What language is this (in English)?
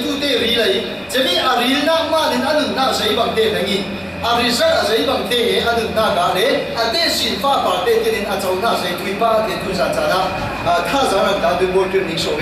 Falam Chin